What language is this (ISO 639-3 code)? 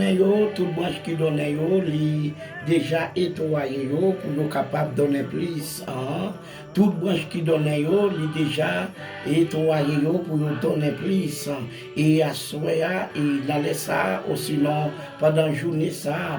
hat